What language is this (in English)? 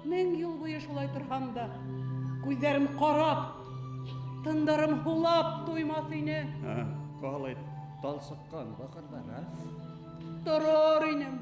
Bashkir